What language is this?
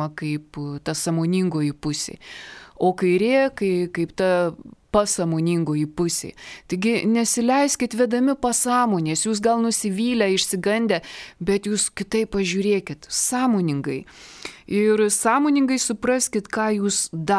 Lithuanian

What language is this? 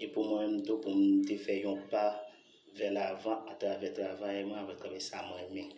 Haitian Creole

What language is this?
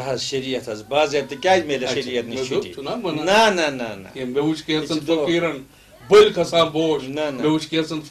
Kashmiri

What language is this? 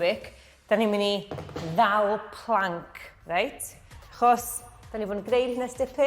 Welsh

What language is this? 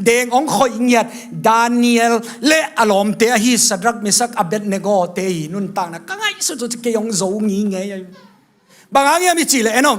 Tedim Chin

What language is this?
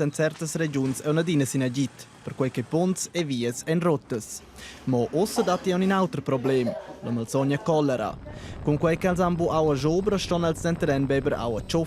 Romansh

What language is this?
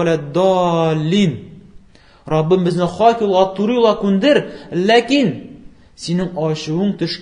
Tatar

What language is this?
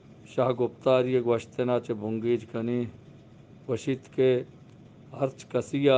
Eastern Balochi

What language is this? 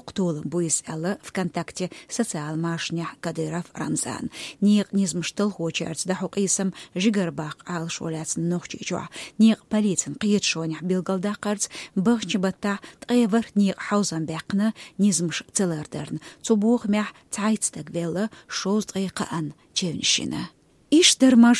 Chechen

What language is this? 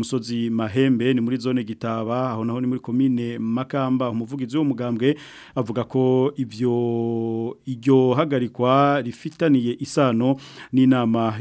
Rundi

